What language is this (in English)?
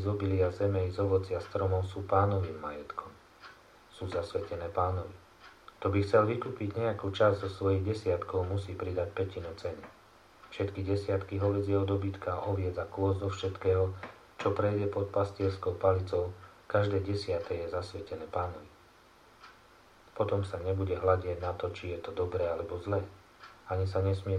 Slovak